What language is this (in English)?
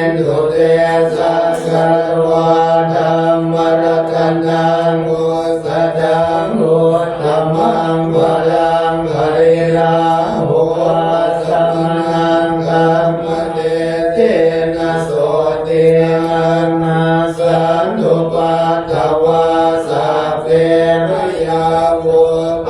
Pali